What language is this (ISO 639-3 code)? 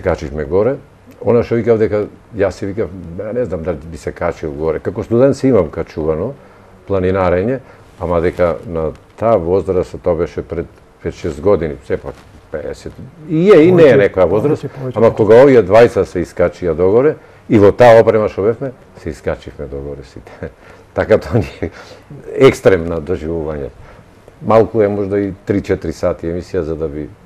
mkd